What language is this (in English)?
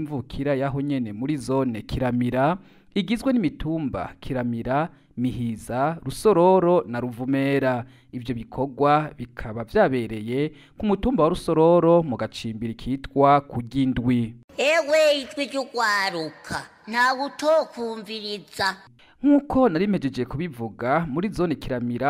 Rundi